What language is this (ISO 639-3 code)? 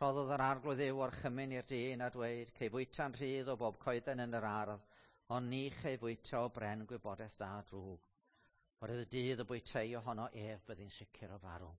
cym